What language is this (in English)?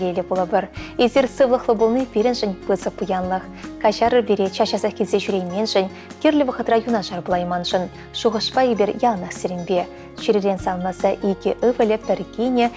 Chuvash